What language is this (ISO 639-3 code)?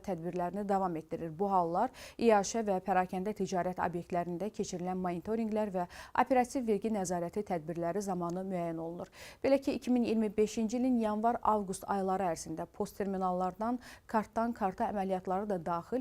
aze